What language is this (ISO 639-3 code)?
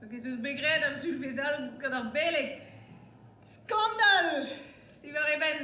bre